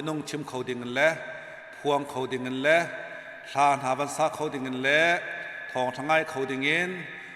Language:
Hakha Chin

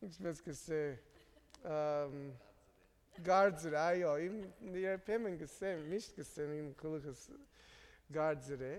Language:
Armenian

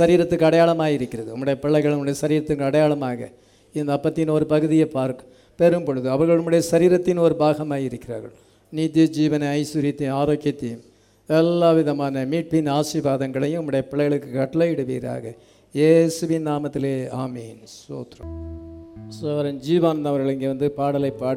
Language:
Tamil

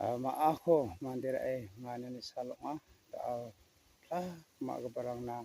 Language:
Garo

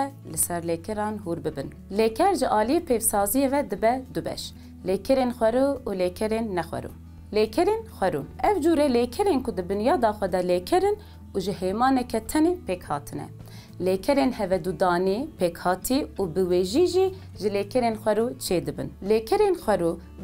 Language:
Kurdish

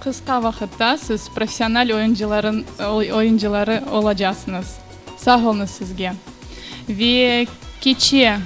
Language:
Crimean Tatar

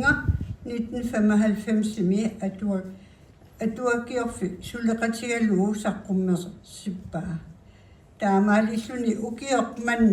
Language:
Kalaallisut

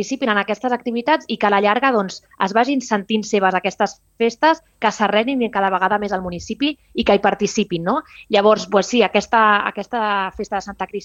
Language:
Catalan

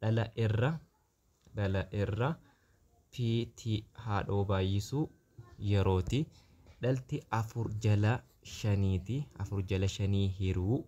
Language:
Oromo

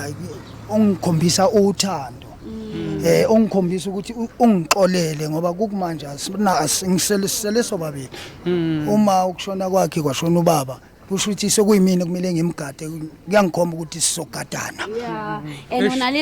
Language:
Zulu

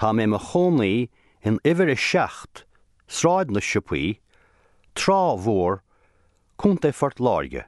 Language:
Irish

